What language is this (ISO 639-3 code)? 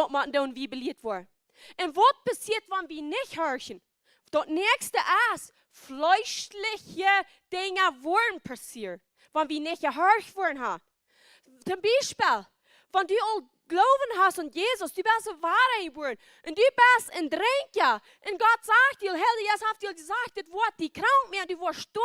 pdt